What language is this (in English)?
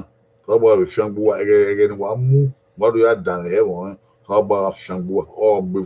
Bini